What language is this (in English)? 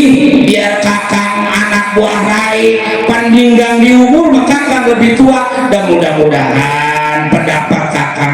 Betawi